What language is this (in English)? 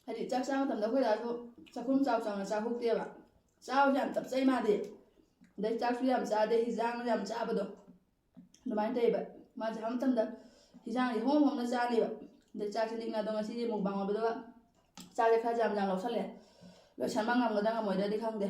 Manipuri